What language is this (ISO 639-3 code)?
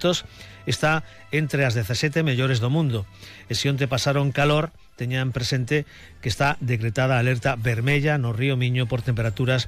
glg